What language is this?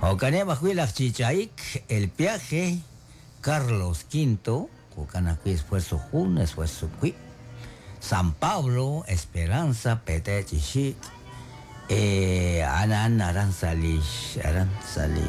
Kekchí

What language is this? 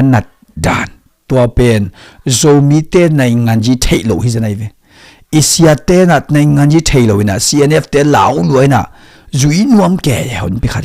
Tedim Chin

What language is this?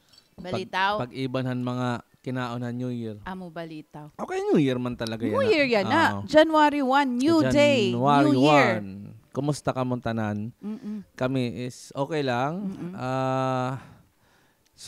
Waray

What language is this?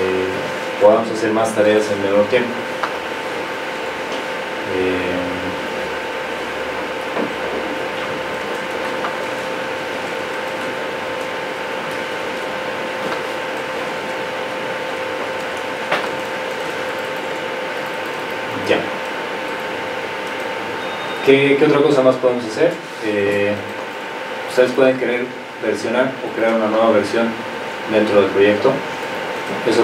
Spanish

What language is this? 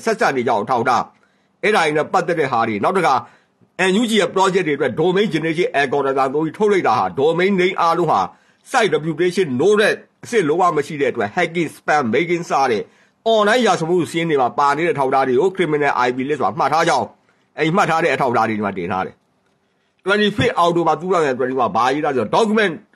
Burmese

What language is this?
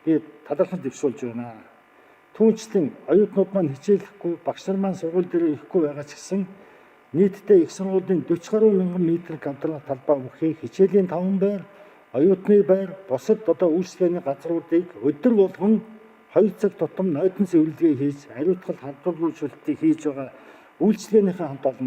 Mongolian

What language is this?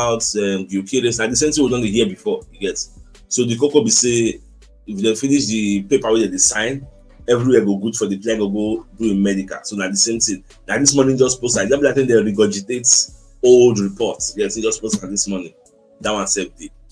Nigerian Pidgin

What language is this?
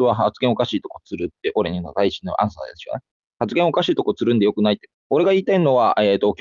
Japanese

